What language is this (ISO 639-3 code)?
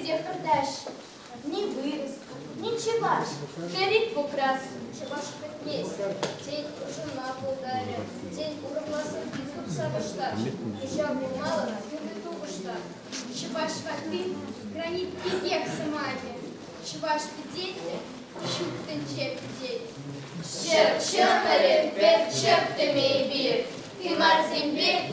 chv